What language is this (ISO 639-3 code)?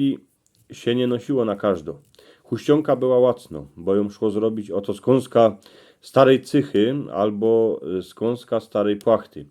szl